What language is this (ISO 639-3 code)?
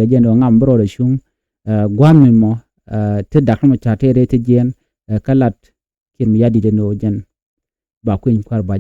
nus